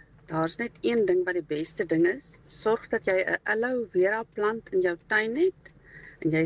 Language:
Afrikaans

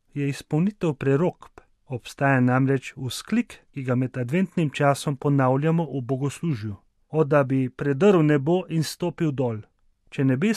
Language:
Slovenian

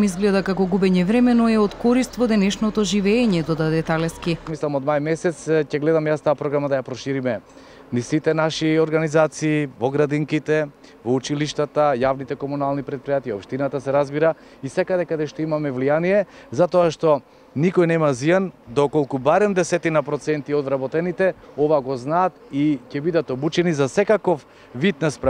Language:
Macedonian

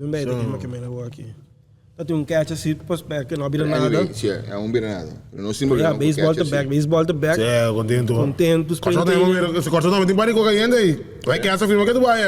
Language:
Papiamento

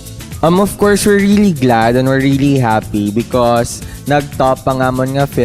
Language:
Hiligaynon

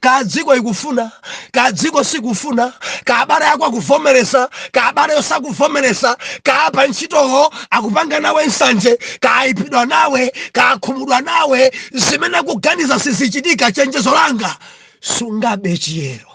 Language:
Nyanja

